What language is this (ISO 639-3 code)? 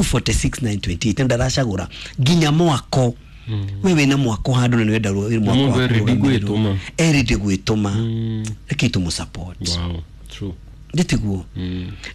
kik